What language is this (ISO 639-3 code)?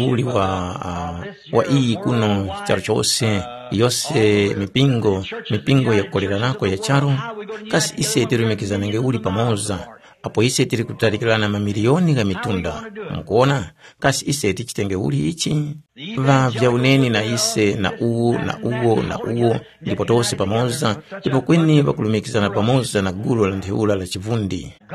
tum